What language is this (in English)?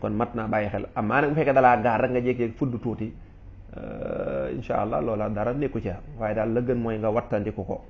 Wolof